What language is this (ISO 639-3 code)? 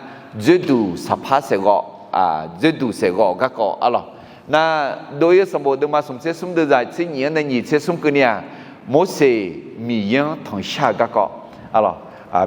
ahk